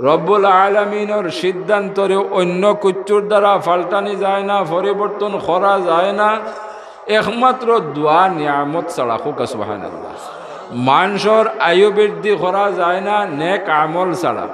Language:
Sylheti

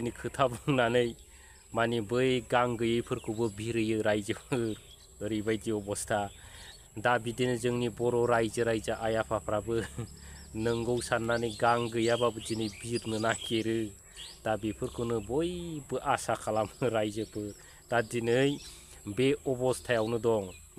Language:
Bodo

